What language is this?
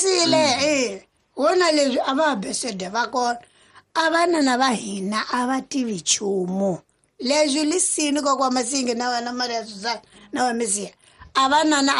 Tsonga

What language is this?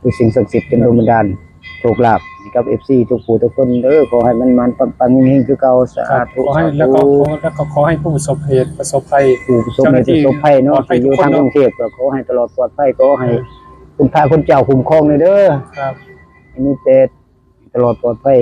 Northeastern Thai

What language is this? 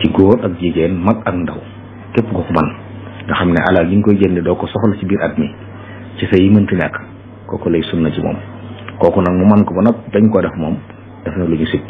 Wolof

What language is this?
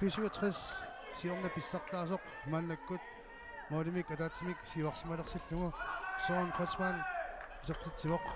Kalaallisut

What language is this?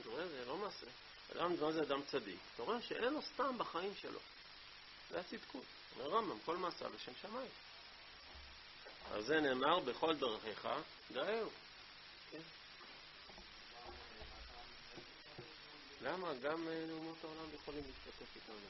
Hebrew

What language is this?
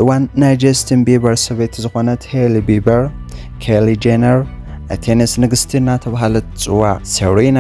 Tigrinya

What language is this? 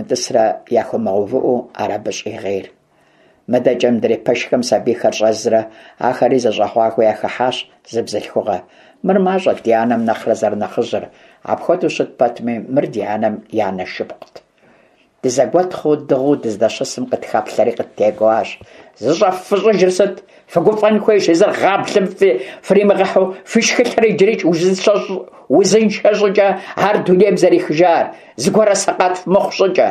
Kabardian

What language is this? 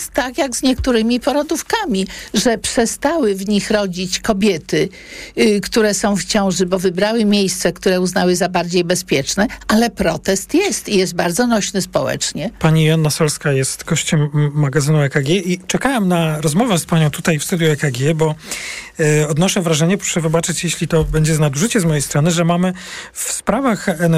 Polish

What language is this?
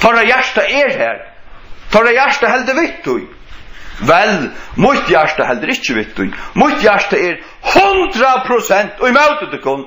Faroese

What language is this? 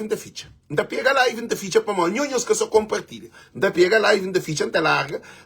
Kabuverdianu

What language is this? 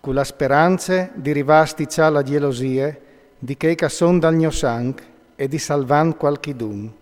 Friulian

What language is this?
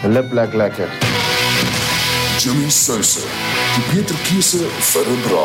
Afrikaans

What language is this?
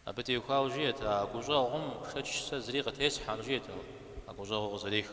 Kabardian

